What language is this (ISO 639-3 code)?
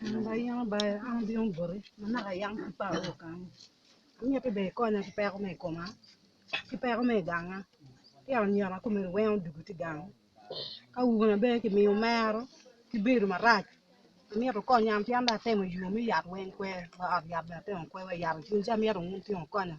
ach